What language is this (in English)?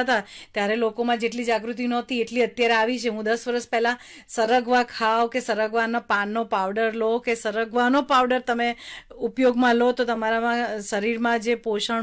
Gujarati